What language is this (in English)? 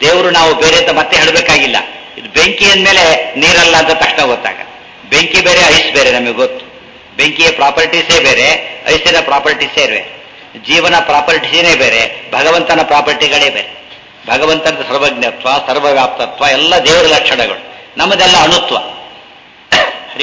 Kannada